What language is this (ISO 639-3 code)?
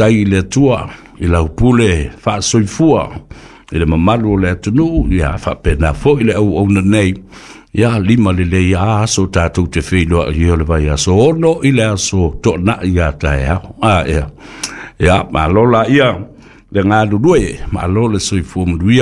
smo